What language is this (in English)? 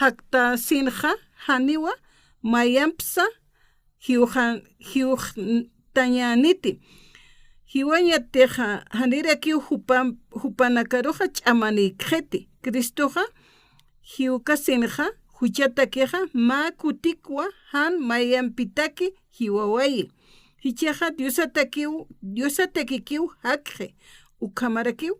Aymara